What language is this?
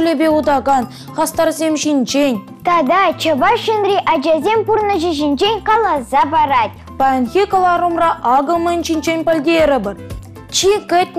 Chuvash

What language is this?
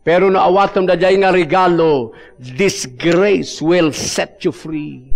Iloko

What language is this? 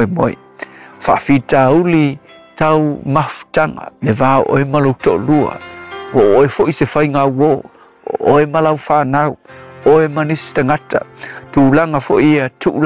Samoan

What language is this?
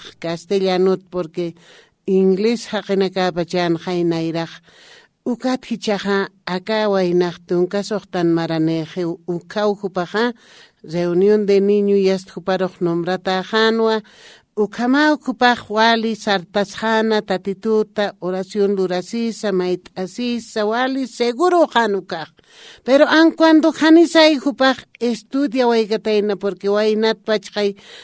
Aymara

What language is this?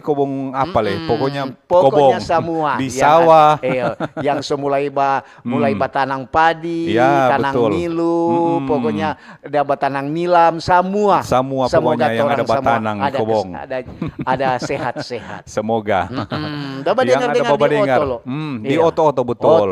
Manado Malay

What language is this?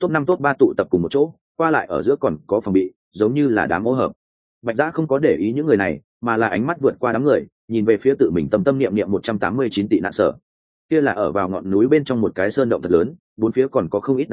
Vietnamese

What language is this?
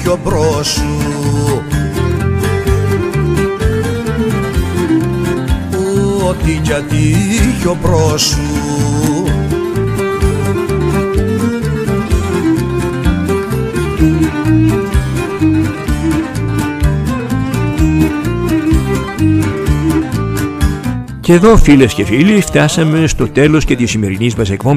Greek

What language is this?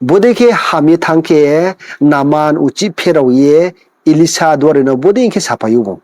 Riang (India)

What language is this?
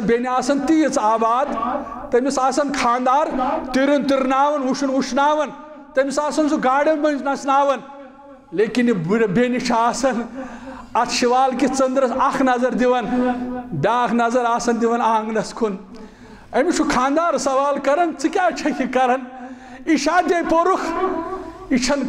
Kashmiri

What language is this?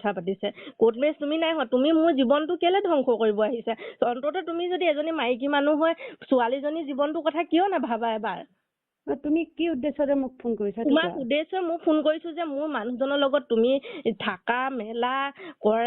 Assamese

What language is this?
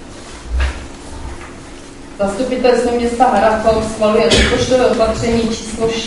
Czech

